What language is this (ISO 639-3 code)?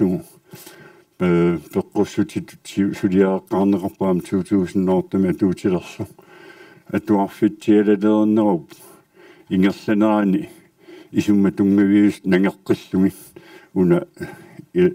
kal